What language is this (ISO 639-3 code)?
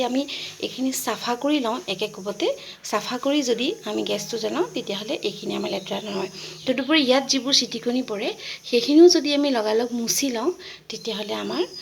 asm